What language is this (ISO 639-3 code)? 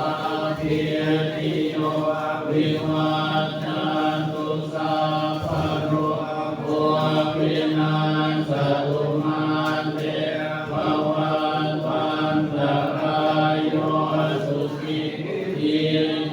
pli